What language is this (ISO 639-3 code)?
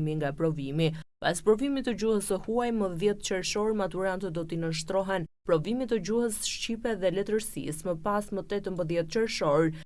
sqi